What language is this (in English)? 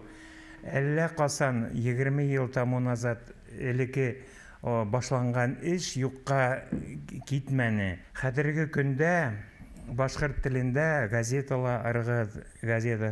Bashkir